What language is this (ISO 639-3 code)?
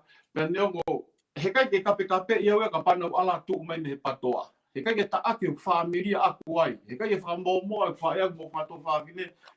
ton